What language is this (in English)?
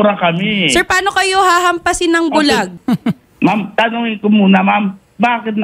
Filipino